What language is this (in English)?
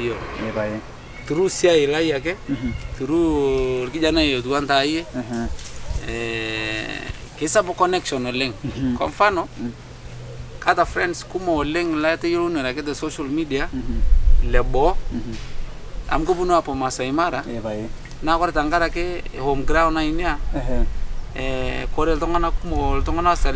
Masai